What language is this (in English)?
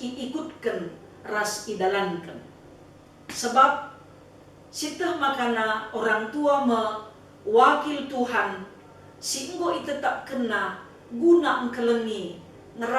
Batak Karo